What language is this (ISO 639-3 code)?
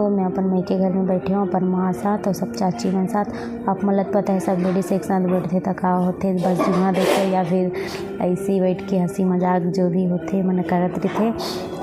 hne